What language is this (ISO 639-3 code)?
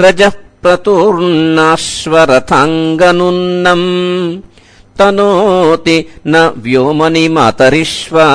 san